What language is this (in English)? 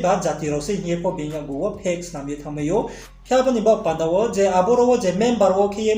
Riang (India)